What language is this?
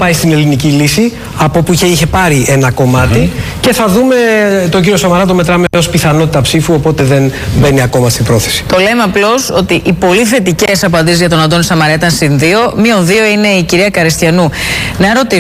Greek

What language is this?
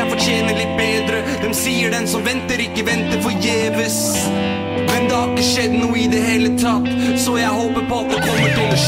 Norwegian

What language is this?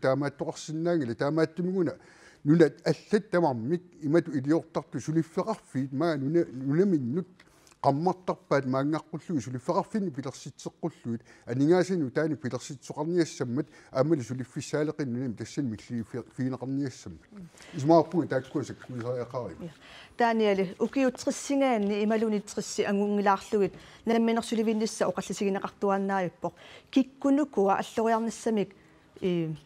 Kalaallisut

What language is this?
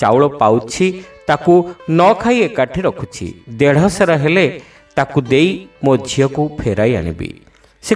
Odia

